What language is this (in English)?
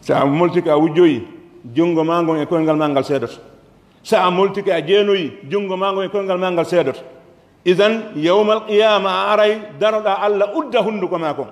Pular